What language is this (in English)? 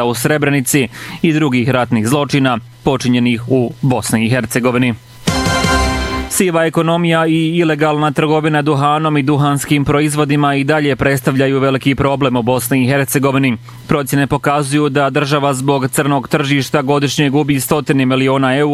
Bosnian